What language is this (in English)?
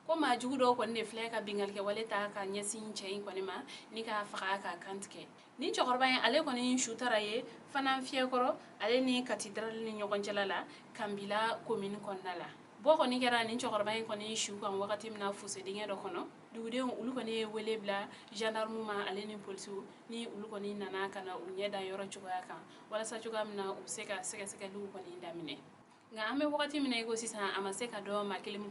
Bambara